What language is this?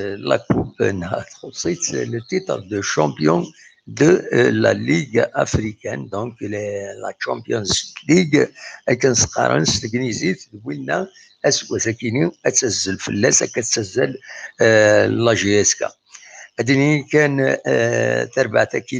Kabyle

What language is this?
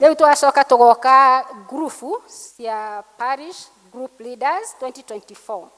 Kikuyu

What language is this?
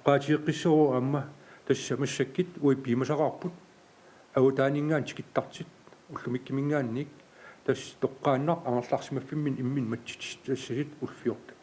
Kalaallisut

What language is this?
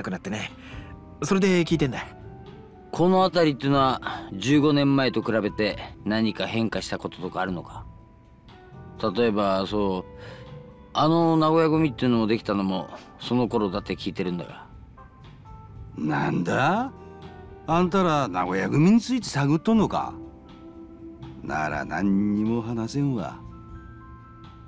Japanese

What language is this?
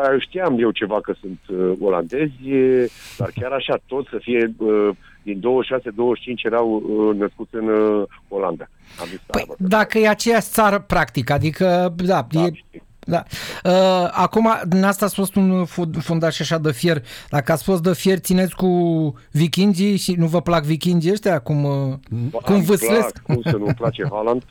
Romanian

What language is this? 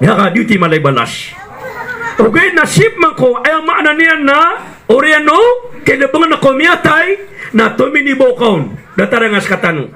Maranao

